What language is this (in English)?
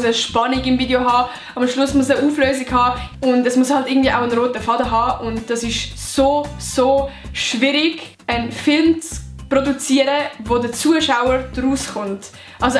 Swiss German